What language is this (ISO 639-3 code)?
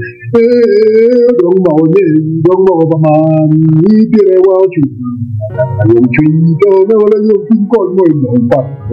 ach